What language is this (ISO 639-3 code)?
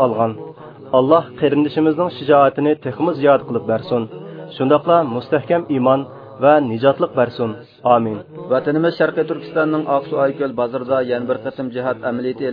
uig